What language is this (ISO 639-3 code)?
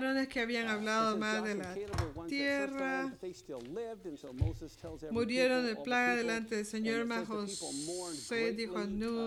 spa